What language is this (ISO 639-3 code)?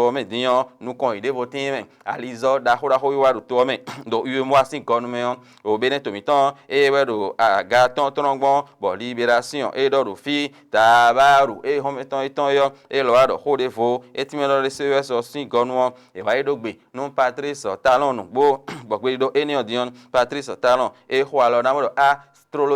fon